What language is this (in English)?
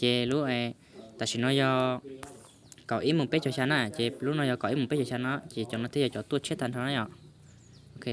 Hmong